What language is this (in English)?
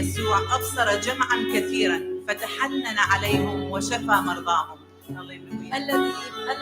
Mesopotamian Arabic